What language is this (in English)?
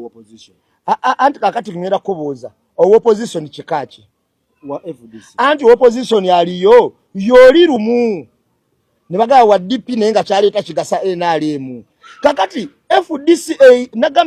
Ganda